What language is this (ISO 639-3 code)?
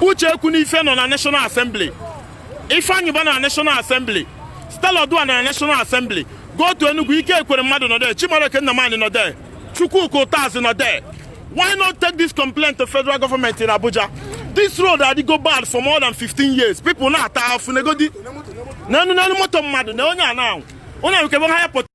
ibo